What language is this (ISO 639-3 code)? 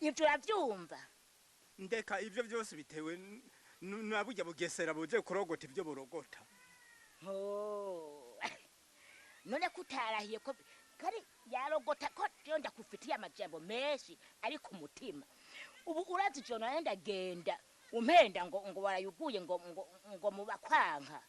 run